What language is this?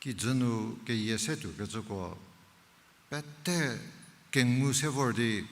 Angami Naga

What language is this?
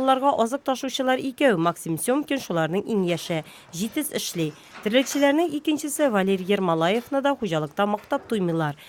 Tatar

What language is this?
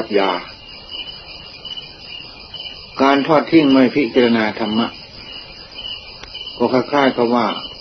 Thai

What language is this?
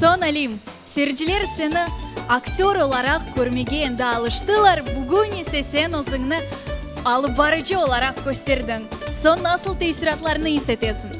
Crimean Tatar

